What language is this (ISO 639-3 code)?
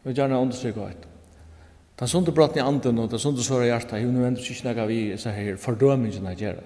fao